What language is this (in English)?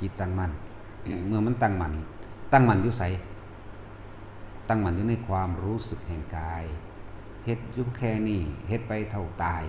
Lao